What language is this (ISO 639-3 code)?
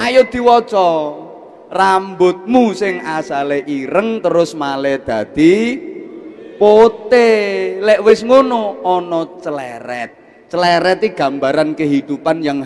jav